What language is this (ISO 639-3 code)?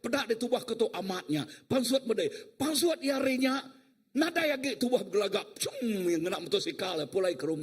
iba